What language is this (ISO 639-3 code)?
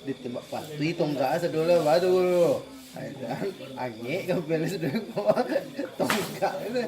min